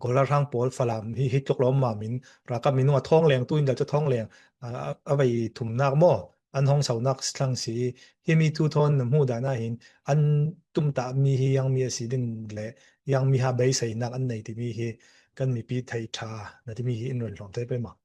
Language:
Falam Chin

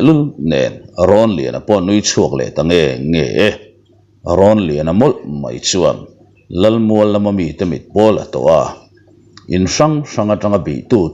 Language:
Mizo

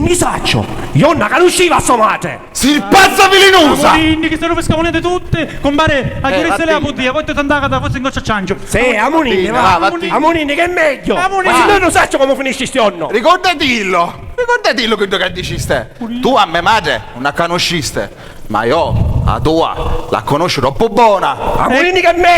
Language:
Sicilian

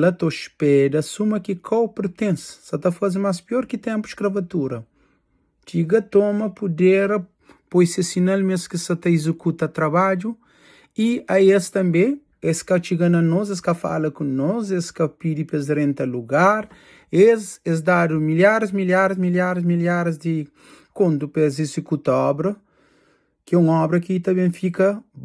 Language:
Kabuverdianu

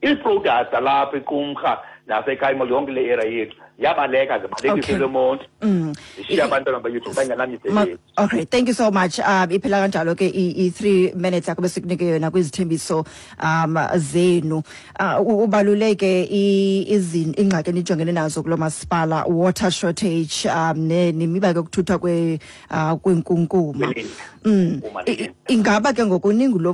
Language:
Xhosa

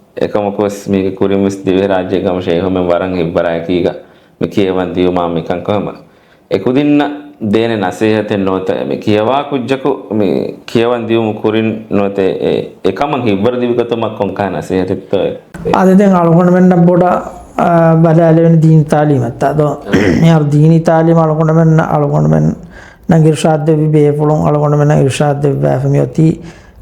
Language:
Divehi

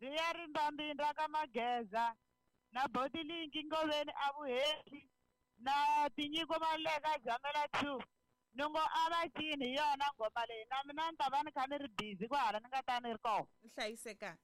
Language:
Tsonga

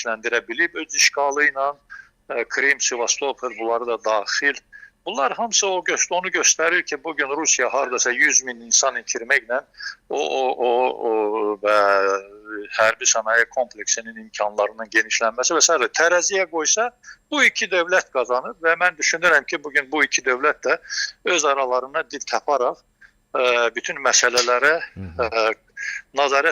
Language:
Azerbaijani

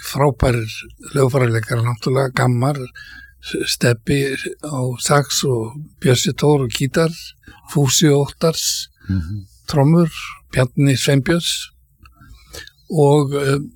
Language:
Icelandic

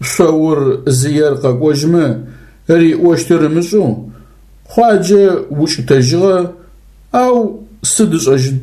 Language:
Adyghe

